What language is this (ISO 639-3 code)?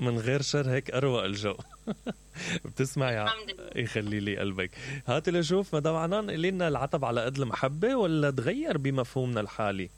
acm